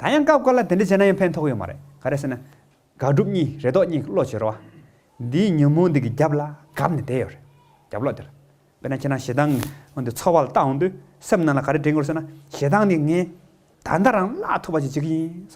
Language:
Tibetan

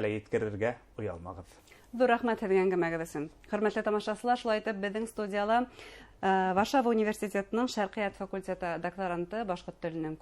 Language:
Bashkir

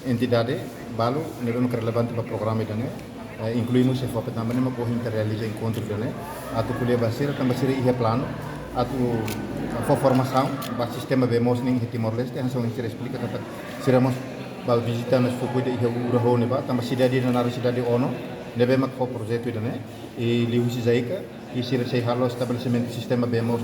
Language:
Tetum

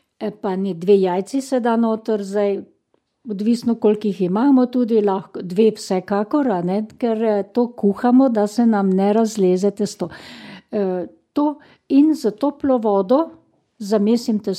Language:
Slovenian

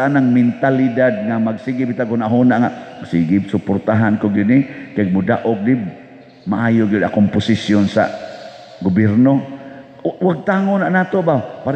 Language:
Cebuano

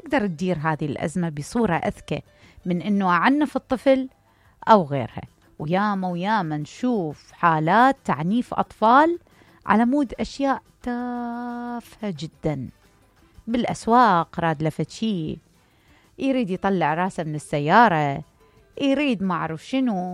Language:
Mesopotamian Arabic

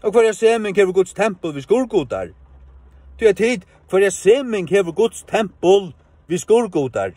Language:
Faroese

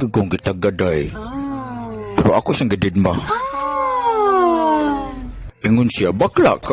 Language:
Cebuano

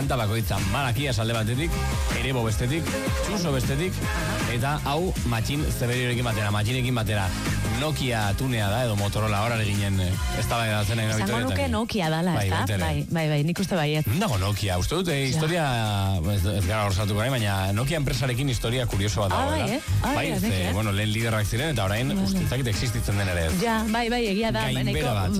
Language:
Basque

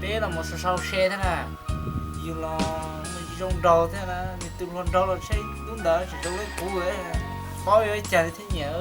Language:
Hmong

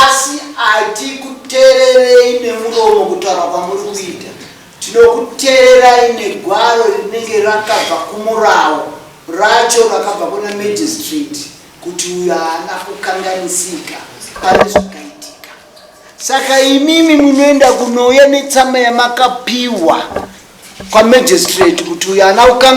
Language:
Shona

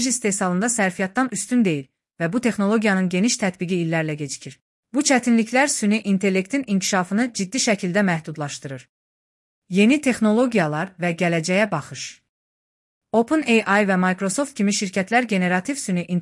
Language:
Azerbaijani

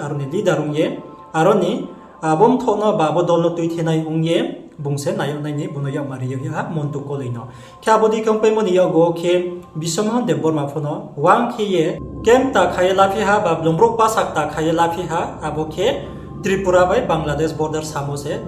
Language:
Riang (India)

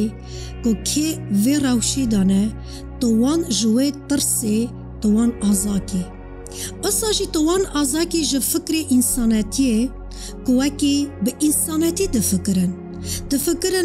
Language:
Kurdish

